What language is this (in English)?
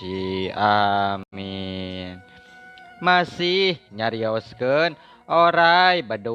Sundanese